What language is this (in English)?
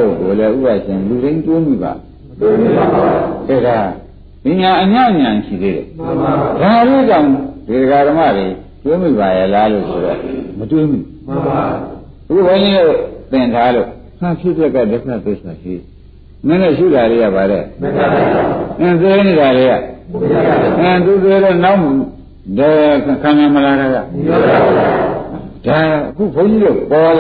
Burmese